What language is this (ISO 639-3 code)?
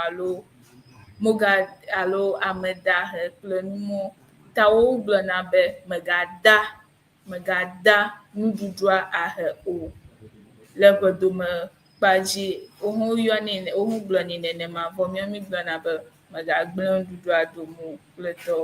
ewe